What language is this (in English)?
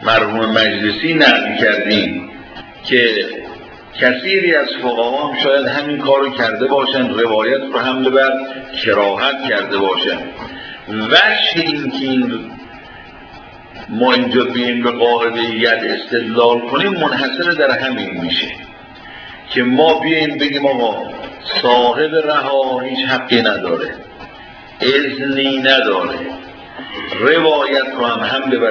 Persian